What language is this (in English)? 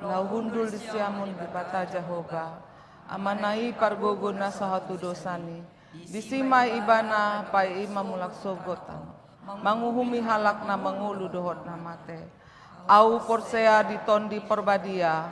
Batak Toba